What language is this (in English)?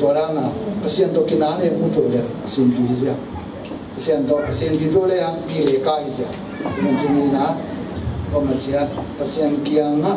Tedim Chin